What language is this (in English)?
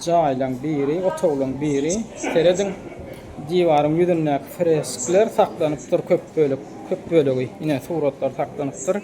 Turkmen